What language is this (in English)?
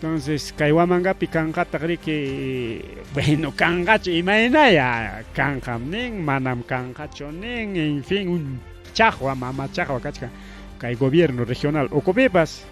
Ayacucho Quechua